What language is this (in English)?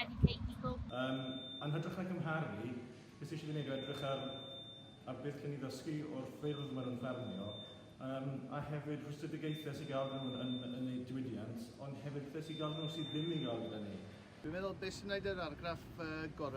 Welsh